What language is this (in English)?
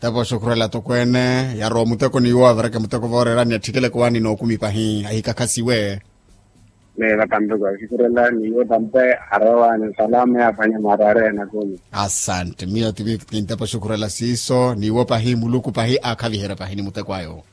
Makhuwa